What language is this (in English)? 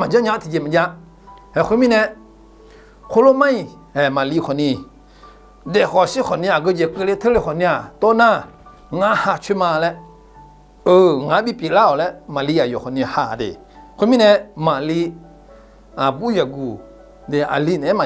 Akha